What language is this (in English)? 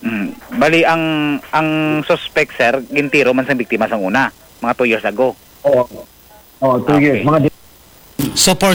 Hiligaynon